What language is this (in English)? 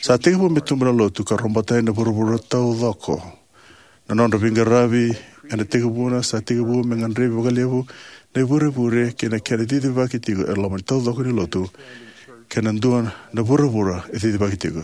Fijian